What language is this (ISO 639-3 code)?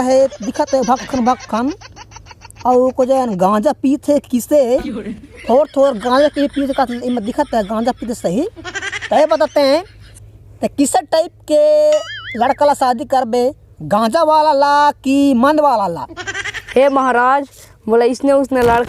hne